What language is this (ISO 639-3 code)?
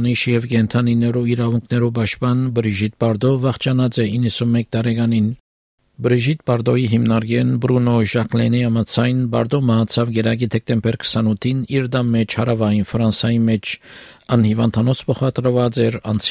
hye